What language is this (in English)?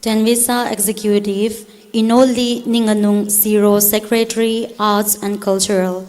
Tangkhul Naga (India)